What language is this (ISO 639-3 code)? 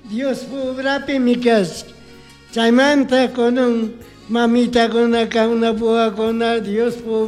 qug